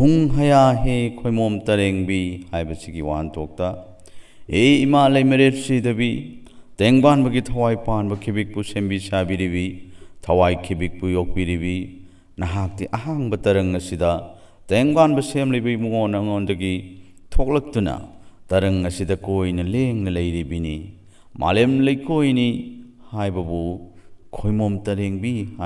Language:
Manipuri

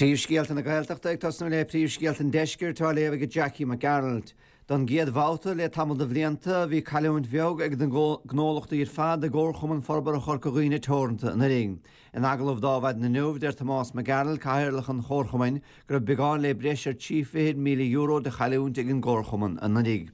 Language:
Irish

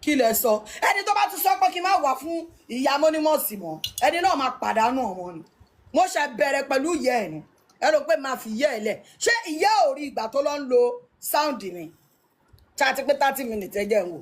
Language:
Yoruba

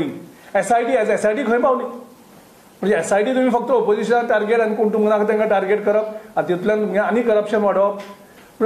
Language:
Konkani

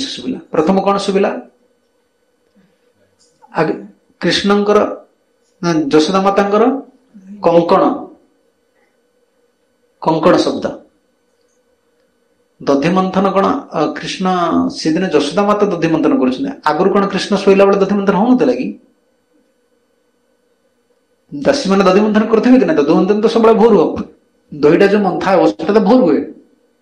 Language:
Odia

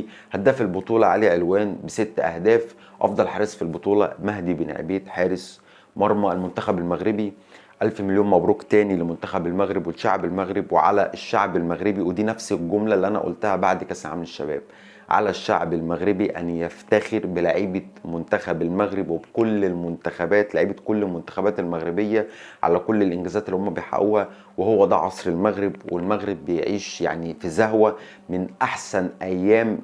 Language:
Egyptian Arabic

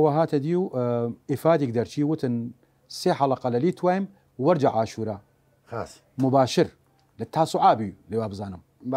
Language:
Southern Kurdish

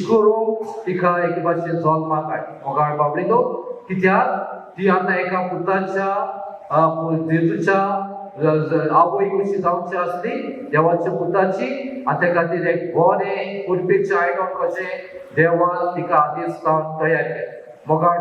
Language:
Konkani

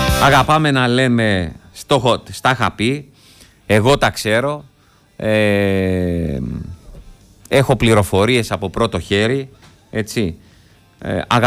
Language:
Greek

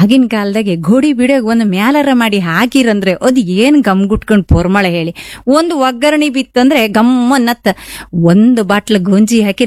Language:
Kannada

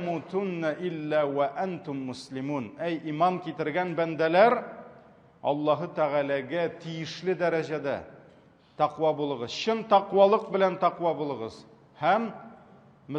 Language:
Tatar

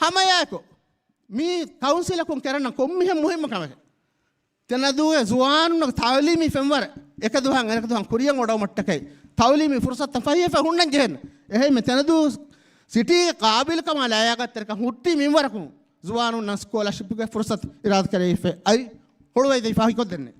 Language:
Divehi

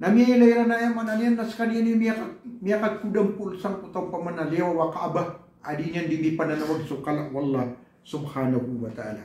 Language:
Maranao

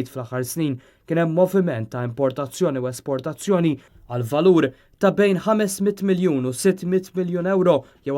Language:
Maltese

